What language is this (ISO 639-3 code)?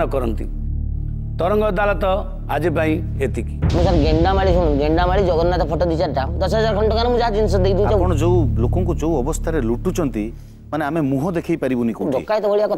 ori